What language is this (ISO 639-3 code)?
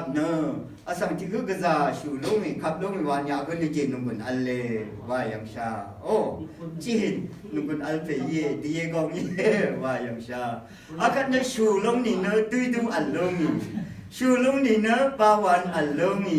raw